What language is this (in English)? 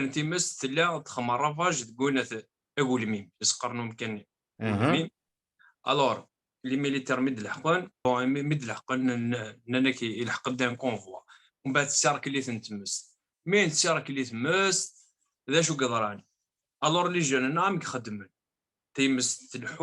Kabyle